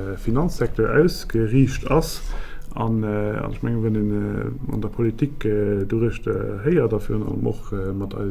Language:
Luxembourgish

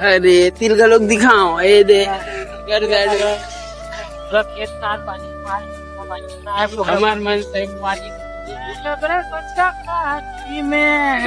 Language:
Chhattisgarhi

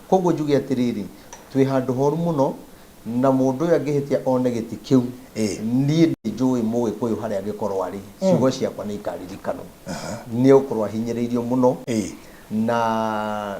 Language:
Kikuyu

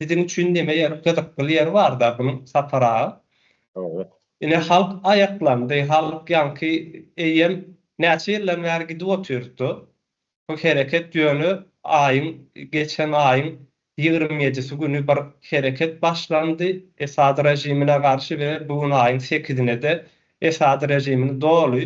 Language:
Turkmen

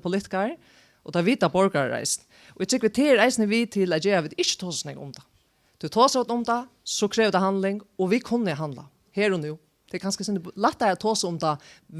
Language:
Faroese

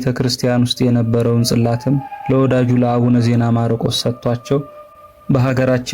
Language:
Amharic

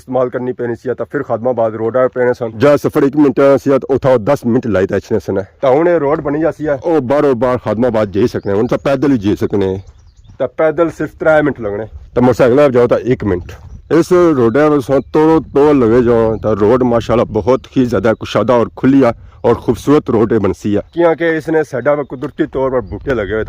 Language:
Pahari-Potwari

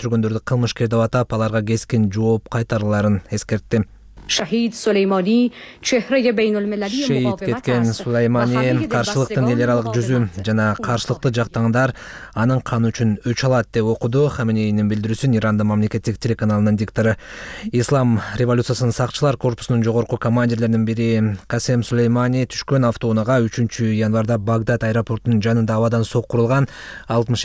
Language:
Kyrgyz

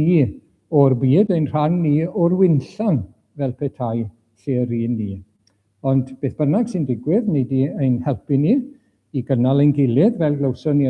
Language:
Welsh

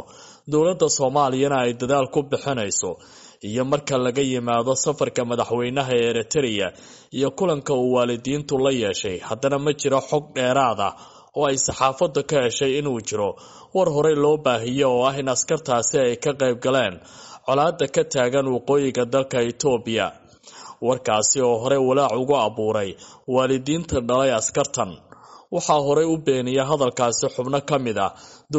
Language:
Somali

